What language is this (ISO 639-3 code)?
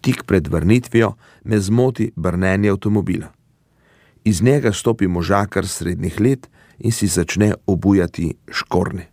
slv